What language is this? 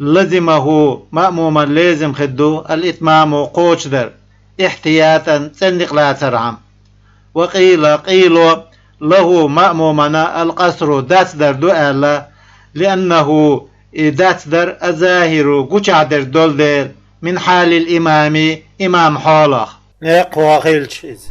Chechen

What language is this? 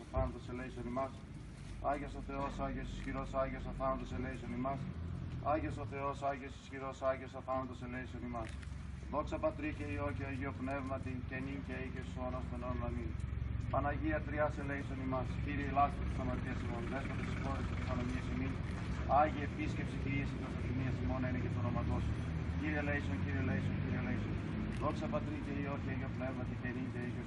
Greek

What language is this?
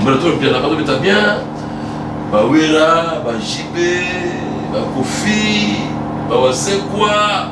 Lingala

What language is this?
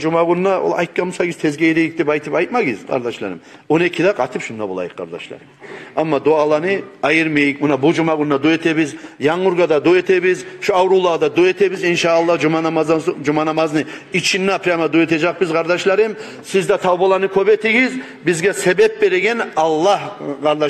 Kumyk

